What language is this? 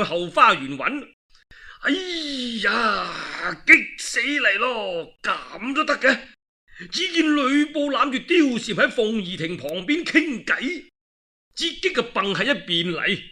Cantonese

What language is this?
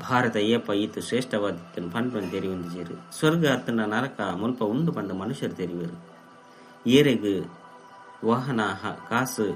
Tulu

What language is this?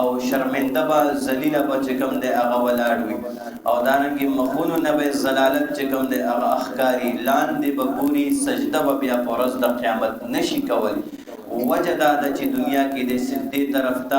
Pashto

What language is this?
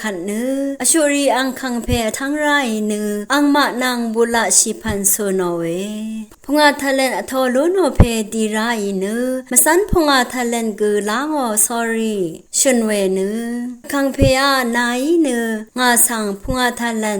Rawang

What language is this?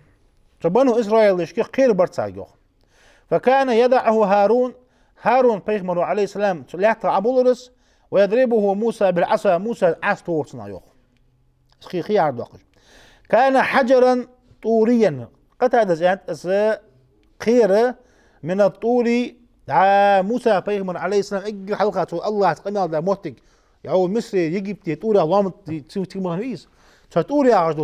Ingush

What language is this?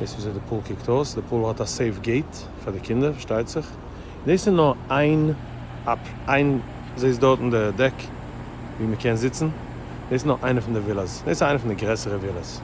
Yiddish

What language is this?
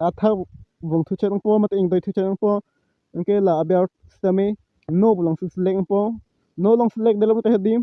Karbi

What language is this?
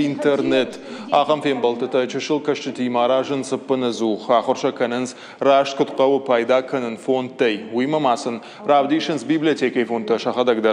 Ossetic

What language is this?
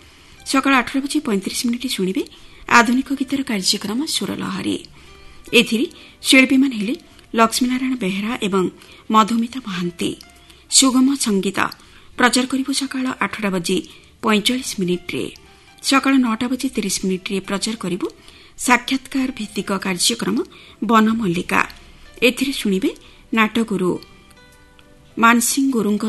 Odia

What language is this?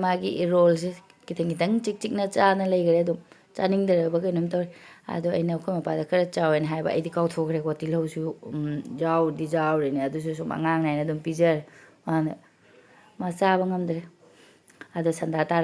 Manipuri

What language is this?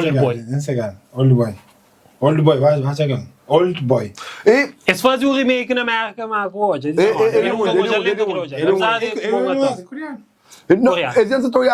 Kabuverdianu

